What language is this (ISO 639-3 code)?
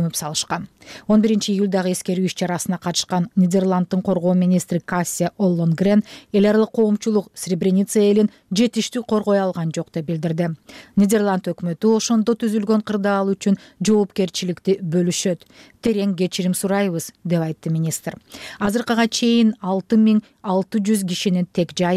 kir